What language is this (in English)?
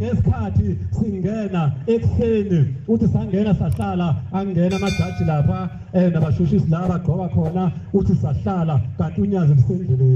Zulu